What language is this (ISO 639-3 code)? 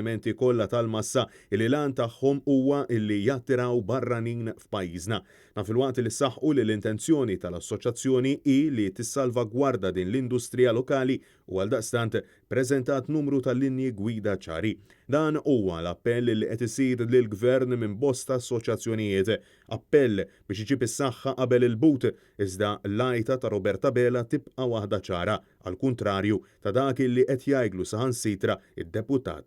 mlt